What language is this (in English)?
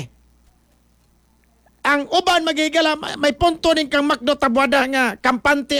Cebuano